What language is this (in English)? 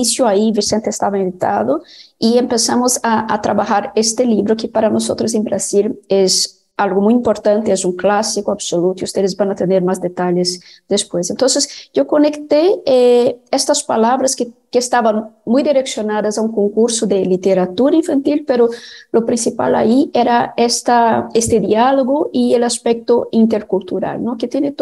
Spanish